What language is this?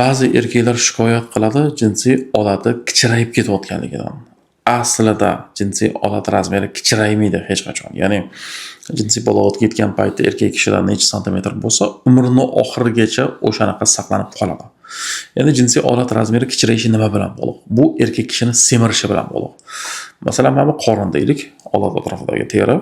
Uzbek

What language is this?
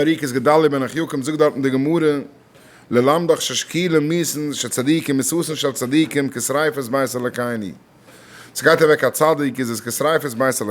Yiddish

